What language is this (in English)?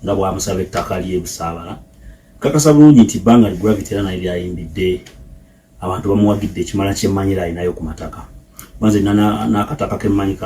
Ganda